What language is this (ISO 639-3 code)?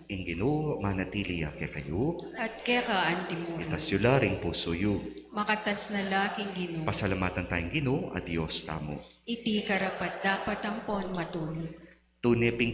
pam